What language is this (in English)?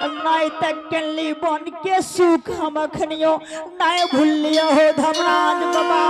Angika